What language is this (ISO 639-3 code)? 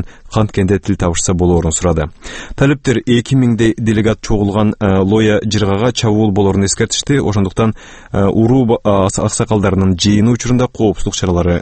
kir